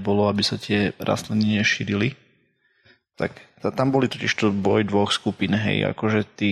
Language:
Slovak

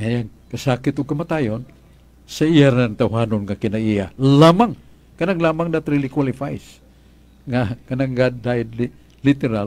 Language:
Cebuano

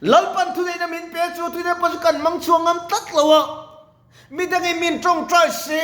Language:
Mizo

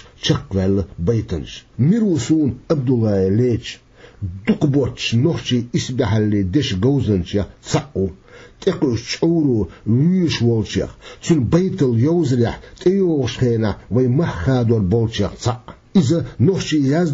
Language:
Chechen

